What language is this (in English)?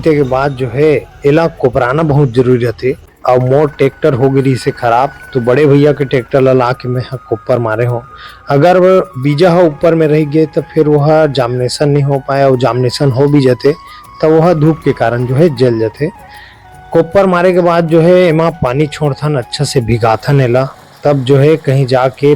Chhattisgarhi